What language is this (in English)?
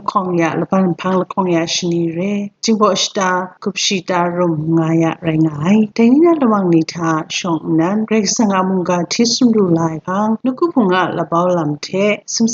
Kachin